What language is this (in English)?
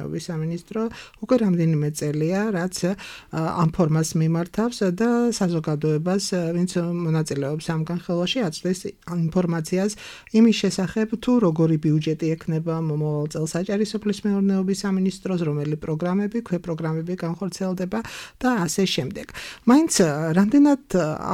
Georgian